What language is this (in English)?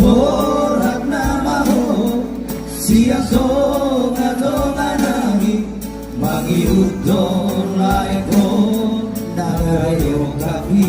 Batak Toba